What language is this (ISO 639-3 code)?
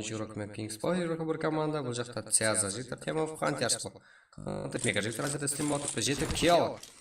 kaa